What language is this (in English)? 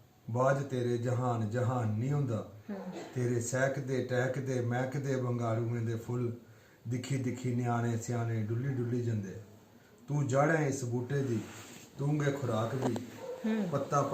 Dogri